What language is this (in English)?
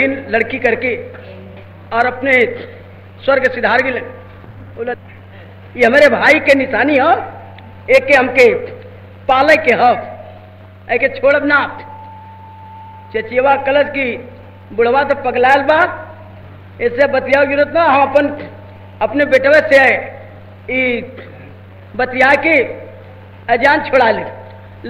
Bhojpuri